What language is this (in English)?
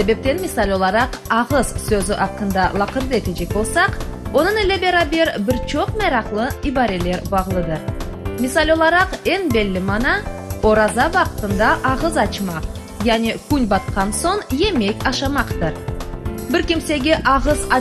Crimean Tatar